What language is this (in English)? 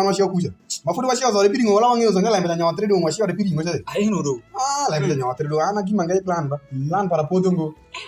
Alur